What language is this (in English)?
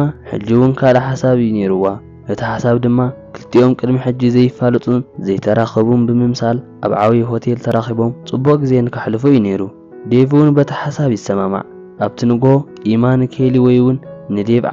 Tigrinya